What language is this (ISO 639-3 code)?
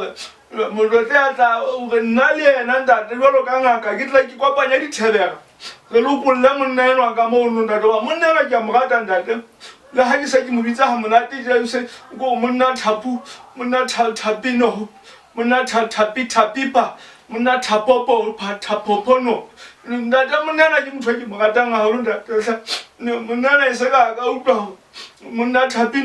sot